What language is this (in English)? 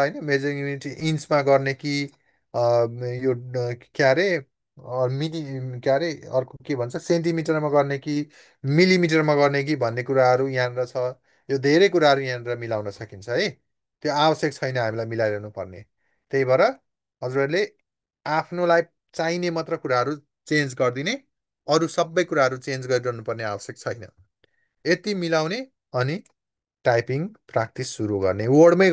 Nepali